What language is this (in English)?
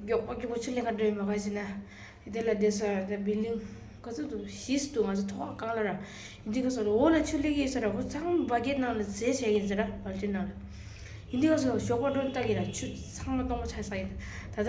Tibetan